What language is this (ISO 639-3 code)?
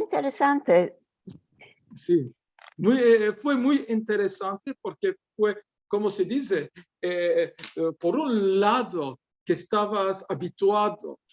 lad